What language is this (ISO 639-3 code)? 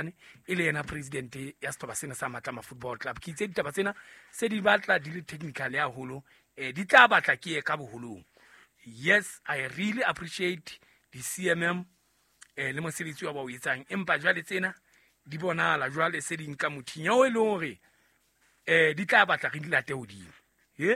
sot